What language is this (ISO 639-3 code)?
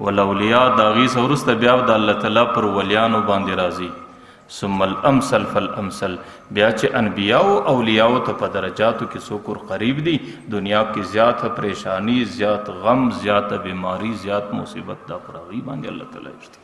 pus